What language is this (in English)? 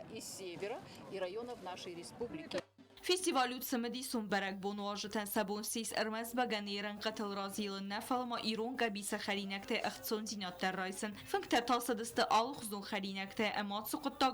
Ossetic